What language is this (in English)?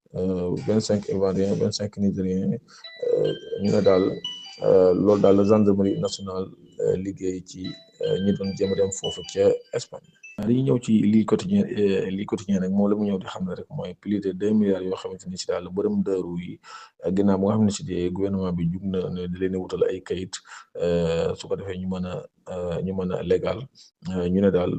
Wolof